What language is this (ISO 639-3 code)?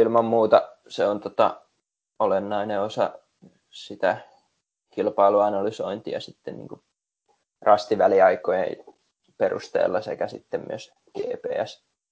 fin